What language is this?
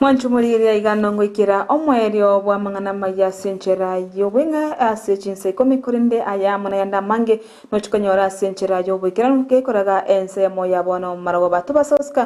Gusii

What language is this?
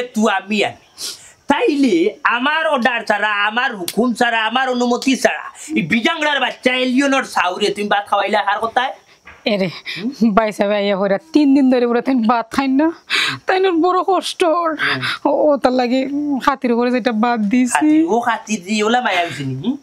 Sylheti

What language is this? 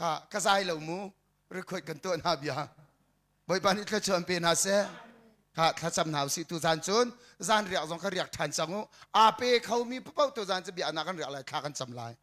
Hakha Chin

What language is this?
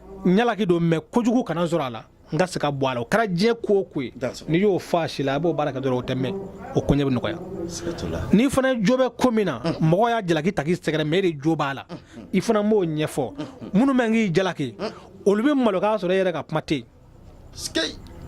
Bambara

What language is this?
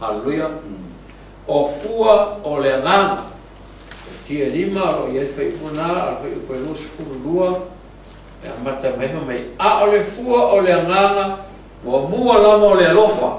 Samoan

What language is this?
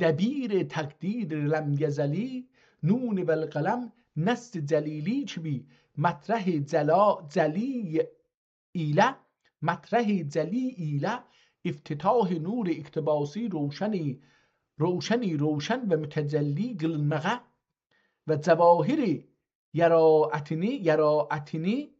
South Azerbaijani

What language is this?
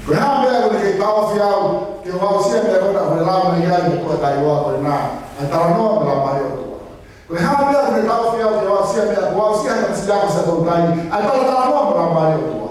Tongan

